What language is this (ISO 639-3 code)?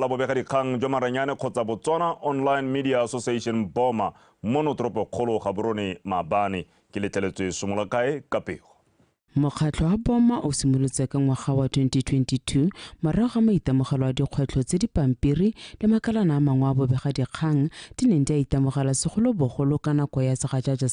tsn